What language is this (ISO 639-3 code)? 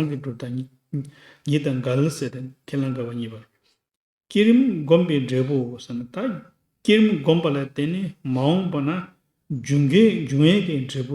bod